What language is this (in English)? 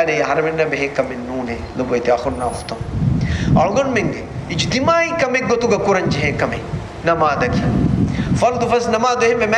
Divehi